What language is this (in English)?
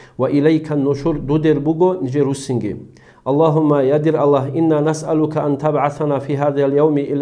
Avaric